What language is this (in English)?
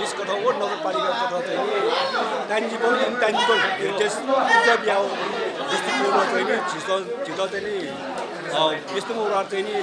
Newari